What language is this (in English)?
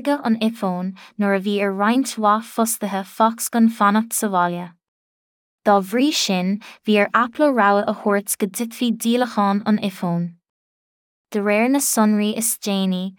Irish